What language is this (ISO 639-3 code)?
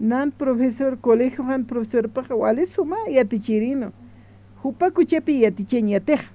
aym